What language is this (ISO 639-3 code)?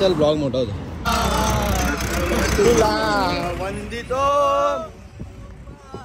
mar